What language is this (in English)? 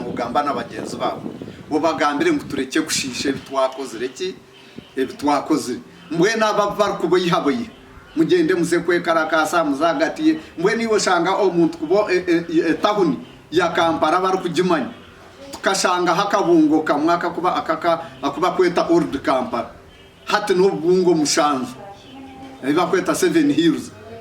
Nyankole